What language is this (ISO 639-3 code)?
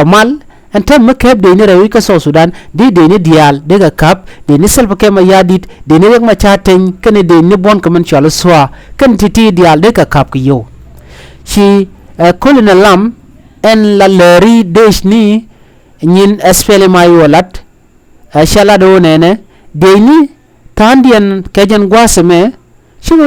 nus